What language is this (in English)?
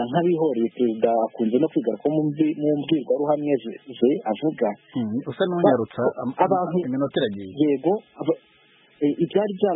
Kinyarwanda